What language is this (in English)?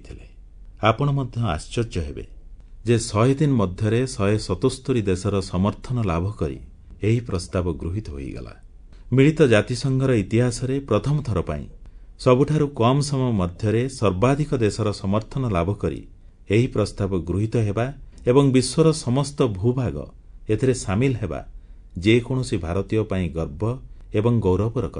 Odia